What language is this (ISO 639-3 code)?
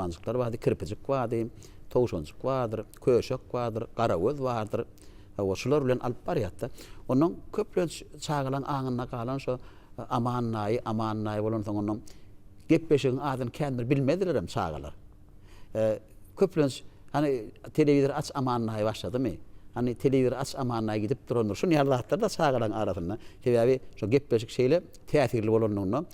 tuk